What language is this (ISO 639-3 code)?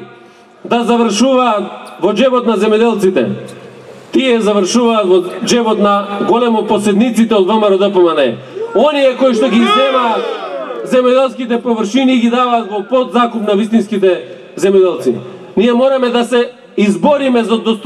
mkd